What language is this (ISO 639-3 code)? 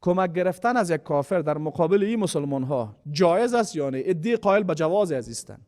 fas